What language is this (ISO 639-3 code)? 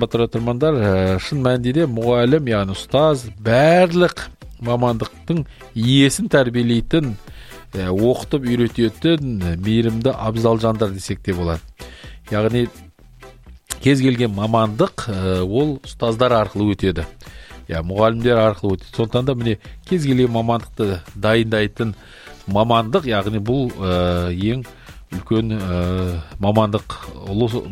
kaz